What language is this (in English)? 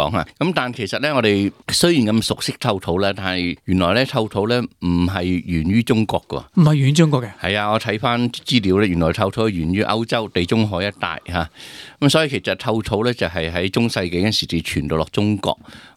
Cantonese